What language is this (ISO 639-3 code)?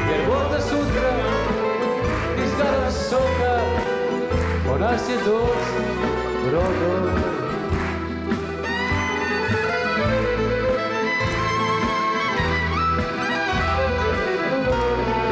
srp